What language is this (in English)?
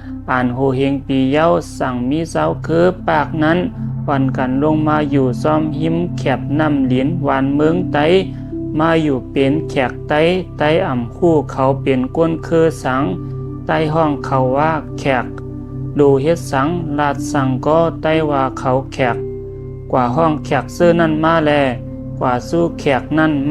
Shan